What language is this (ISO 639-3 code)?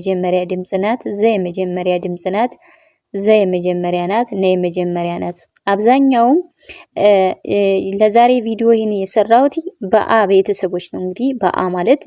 amh